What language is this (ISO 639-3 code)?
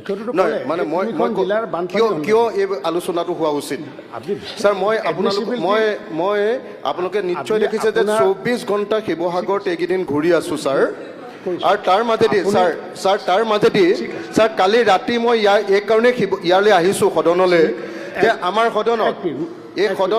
asm